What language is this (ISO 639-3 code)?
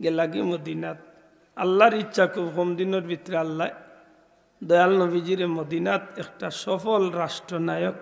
syl